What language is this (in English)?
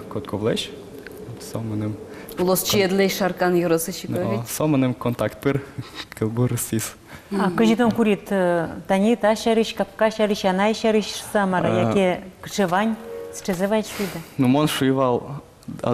Udmurt